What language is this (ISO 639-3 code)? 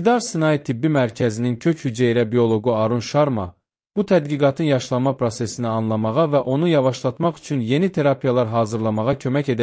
aze